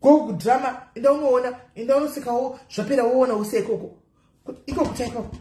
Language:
Shona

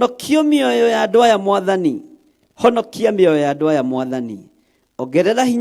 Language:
Kikuyu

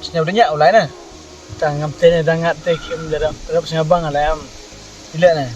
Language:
Khasi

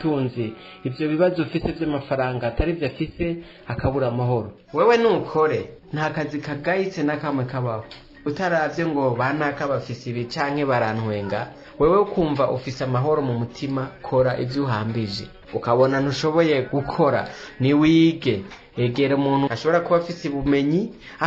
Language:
Rundi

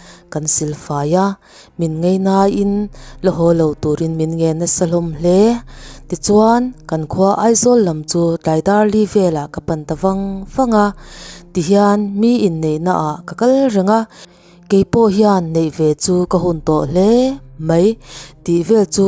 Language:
Mizo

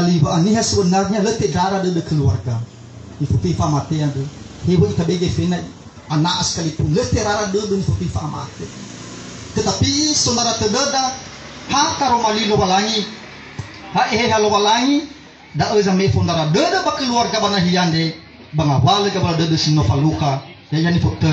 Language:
Nias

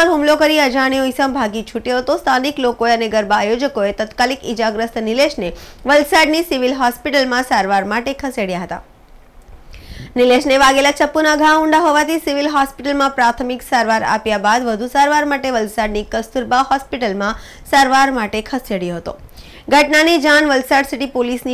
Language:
Gujarati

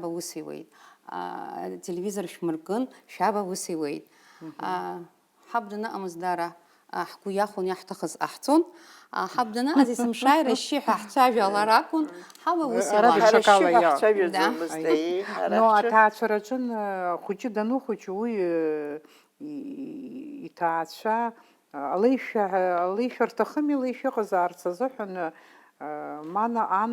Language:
Abkhazian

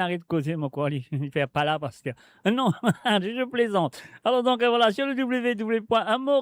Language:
Morisyen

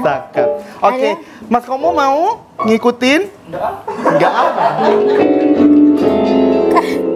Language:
Indonesian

